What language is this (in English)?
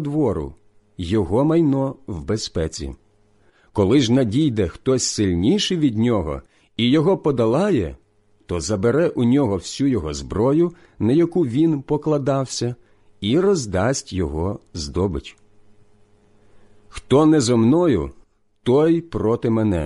Ukrainian